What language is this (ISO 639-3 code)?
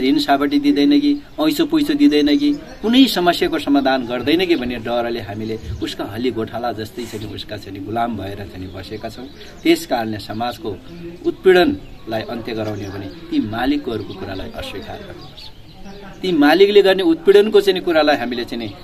nep